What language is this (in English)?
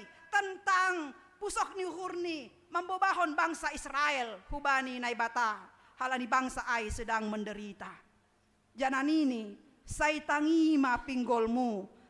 Batak Simalungun